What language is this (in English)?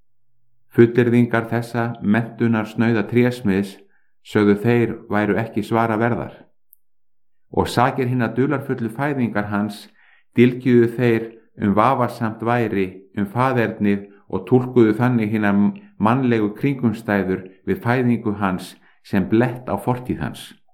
Icelandic